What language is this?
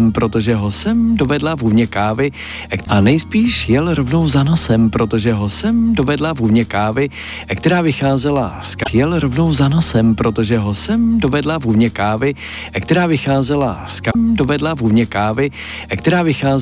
Czech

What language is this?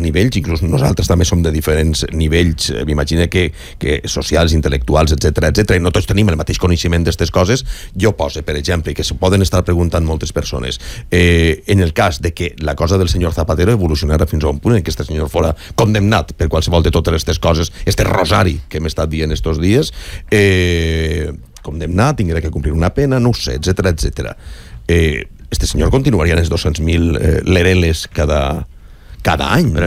Catalan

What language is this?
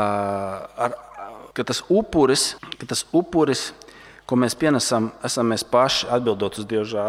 Latvian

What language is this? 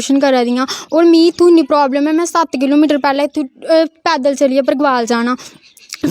Dogri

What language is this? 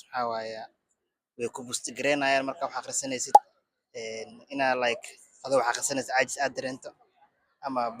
Somali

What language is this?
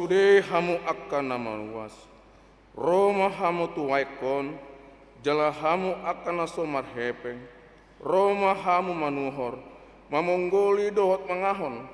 Batak Toba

